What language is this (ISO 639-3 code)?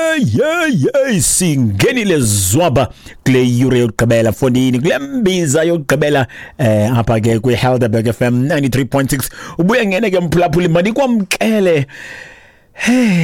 xho